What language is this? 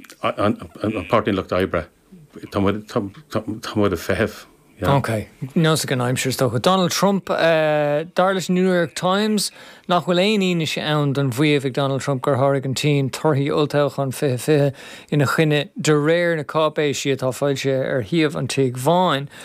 Irish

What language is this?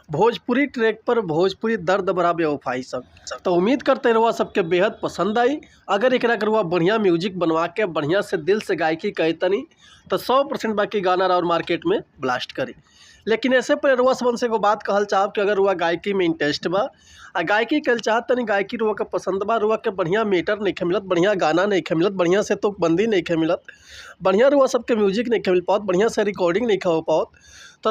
Bhojpuri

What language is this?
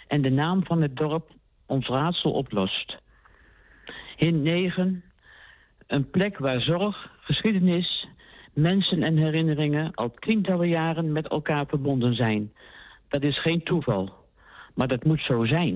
Dutch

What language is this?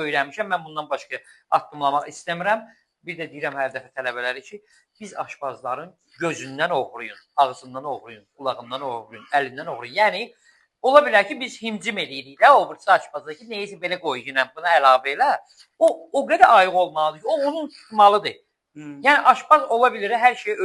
Azerbaijani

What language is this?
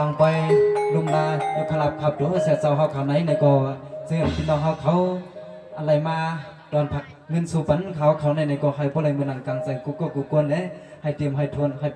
Shan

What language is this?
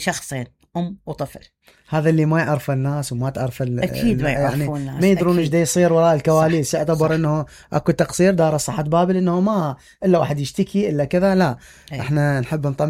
Mesopotamian Arabic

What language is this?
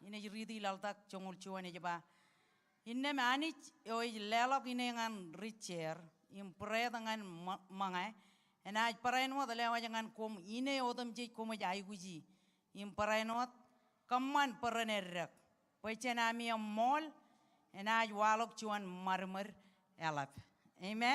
Marshallese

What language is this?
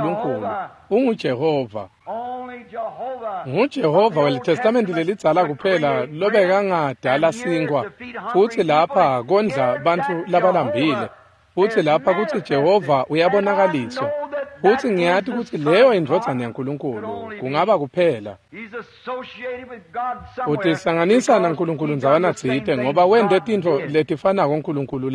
Swati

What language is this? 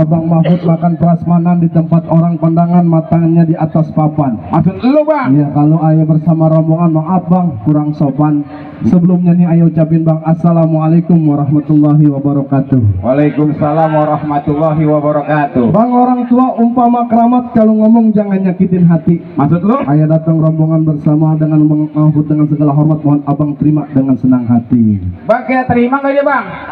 Betawi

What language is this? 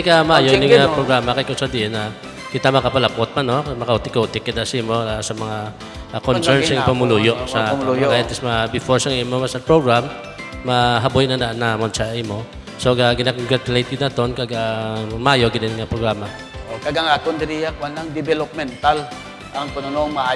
Hiligaynon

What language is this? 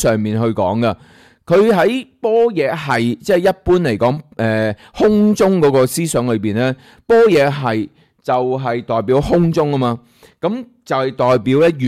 Cantonese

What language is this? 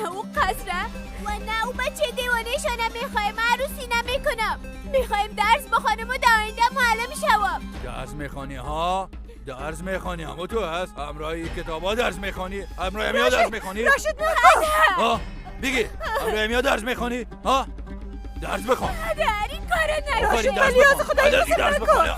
Persian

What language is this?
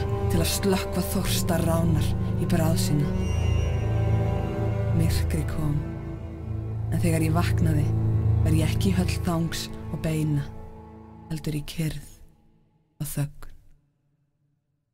Icelandic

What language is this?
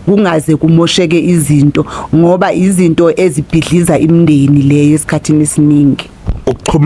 Zulu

